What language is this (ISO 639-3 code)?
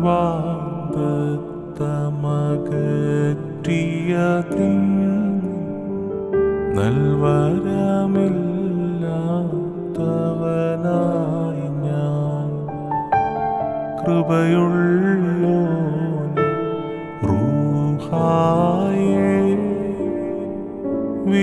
mal